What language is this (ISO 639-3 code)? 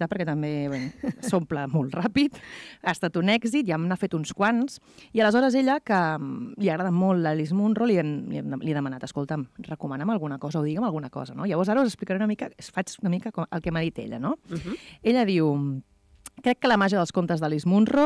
cat